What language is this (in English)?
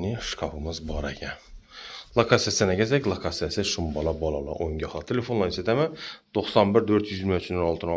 Uzbek